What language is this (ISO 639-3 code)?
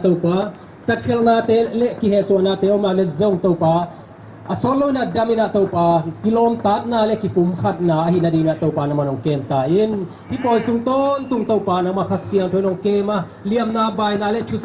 ctd